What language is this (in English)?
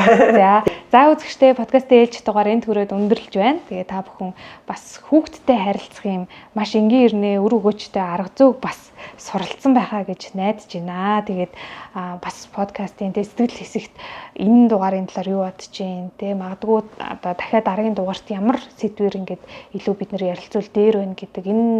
Mongolian